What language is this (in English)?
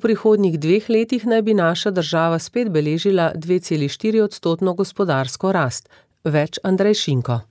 Slovenian